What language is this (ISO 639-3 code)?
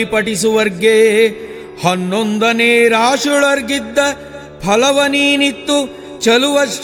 kan